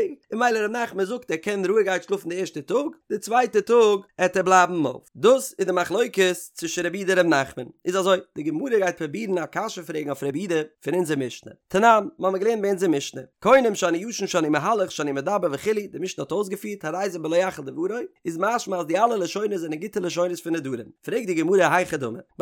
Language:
Yiddish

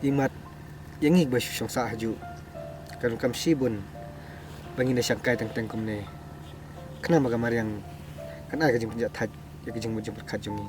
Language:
Khasi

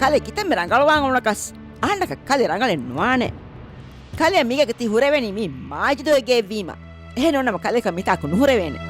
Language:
Divehi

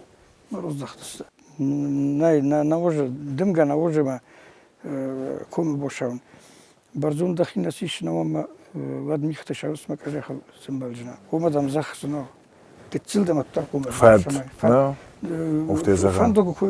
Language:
Ossetic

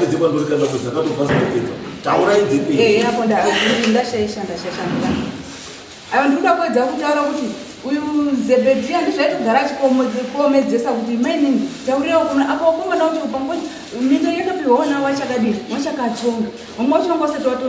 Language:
Shona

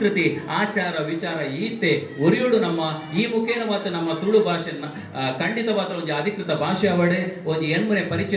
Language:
Tulu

